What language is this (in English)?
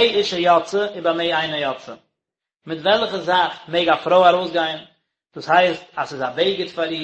Yiddish